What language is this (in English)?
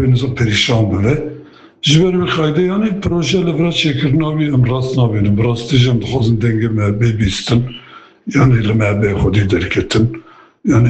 Kurdish